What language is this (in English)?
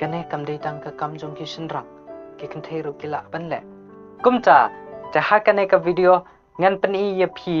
Khasi